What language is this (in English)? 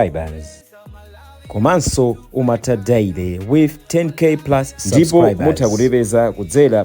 Nyanja